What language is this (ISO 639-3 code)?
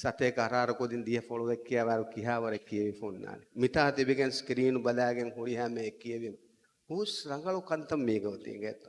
div